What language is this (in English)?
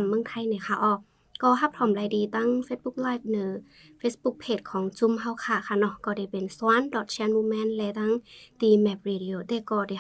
Shan